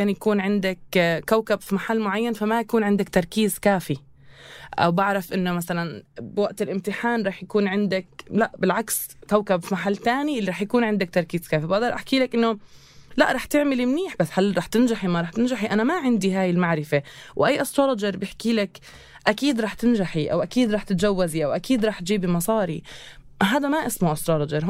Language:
North Levantine Arabic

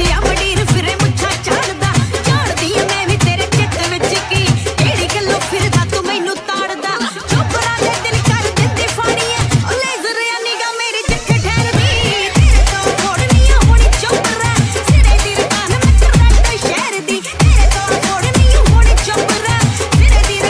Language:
Punjabi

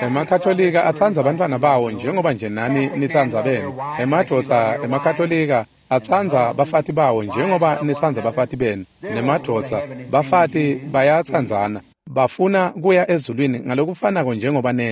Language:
Swati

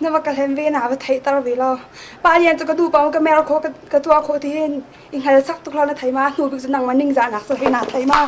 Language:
Hakha Chin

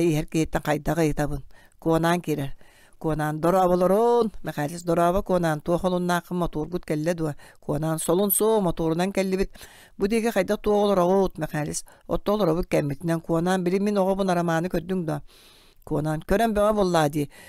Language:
Yakut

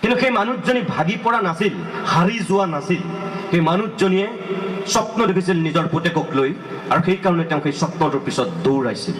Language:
Assamese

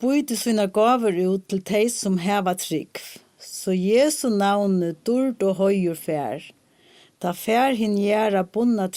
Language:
Faroese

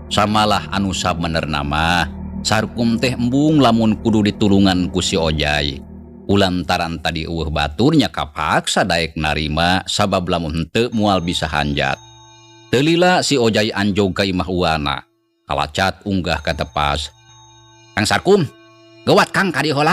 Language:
Sundanese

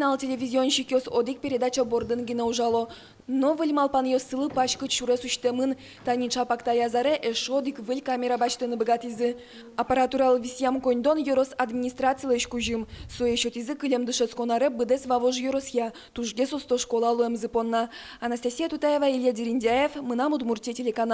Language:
Udmurt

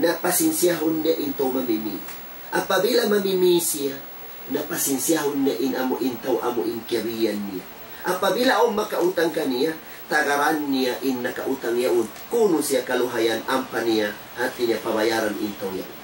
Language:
Tausug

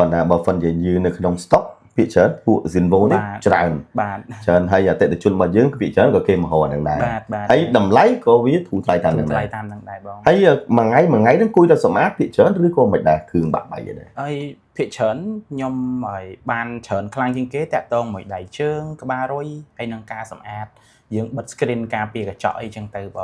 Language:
Khmer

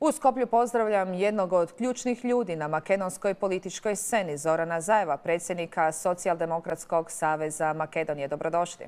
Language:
Bosnian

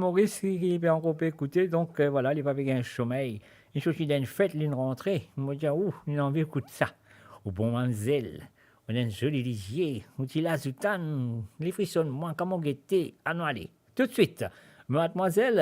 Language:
Morisyen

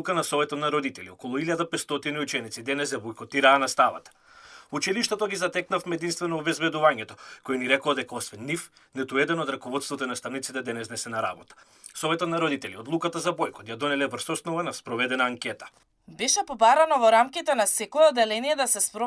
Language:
Macedonian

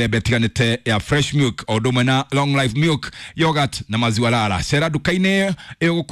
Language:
Kikuyu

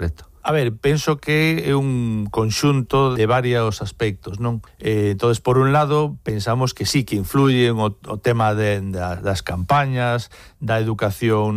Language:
Galician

